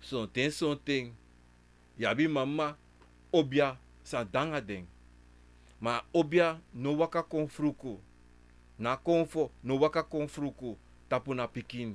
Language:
Sranan Tongo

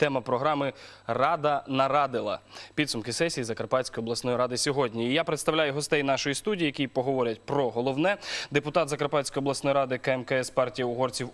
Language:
Ukrainian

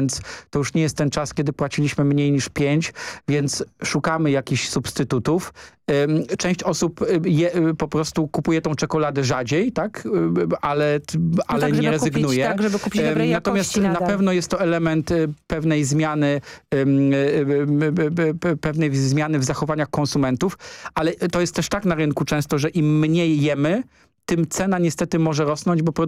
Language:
Polish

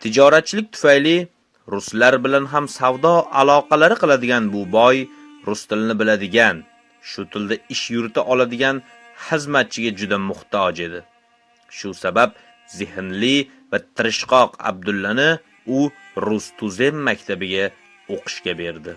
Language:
Uzbek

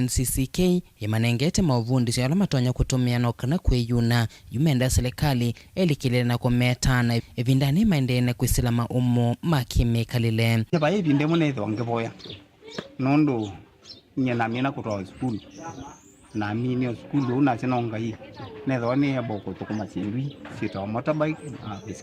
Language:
Kamba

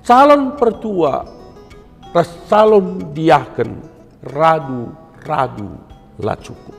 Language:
Batak Karo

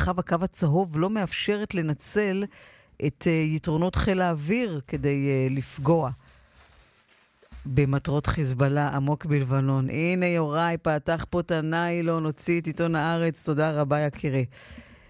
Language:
Hebrew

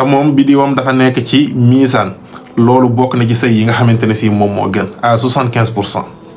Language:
Wolof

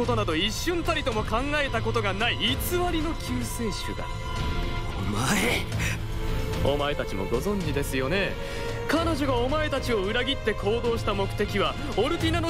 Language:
Japanese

